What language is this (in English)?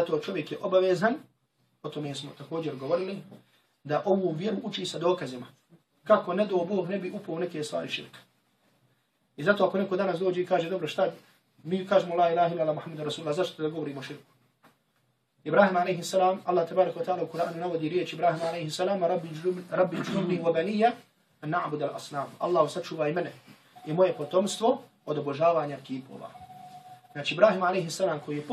Bosnian